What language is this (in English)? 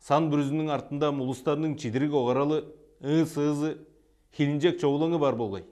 Tuvinian